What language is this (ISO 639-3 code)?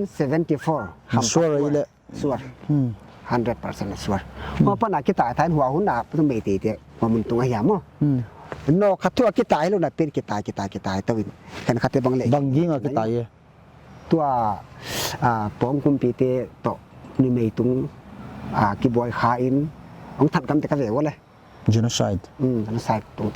pck